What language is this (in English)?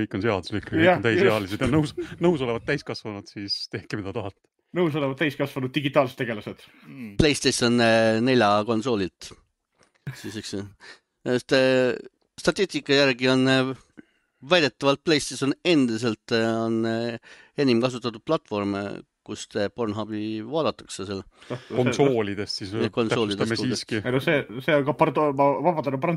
Estonian